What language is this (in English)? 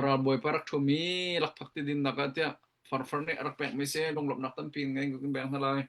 Hakha Chin